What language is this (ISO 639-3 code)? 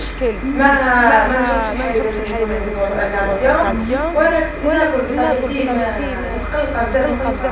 arq